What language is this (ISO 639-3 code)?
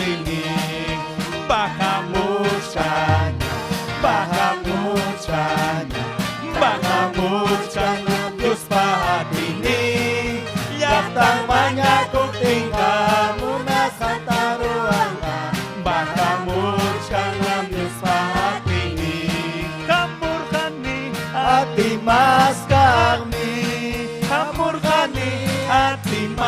quy